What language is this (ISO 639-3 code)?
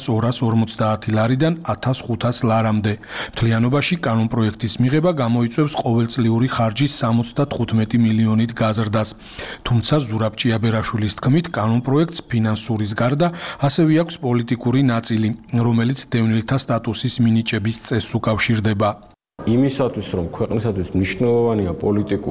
kat